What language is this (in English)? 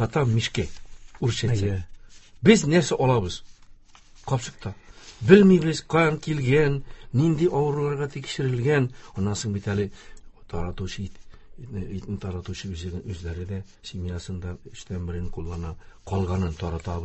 Tatar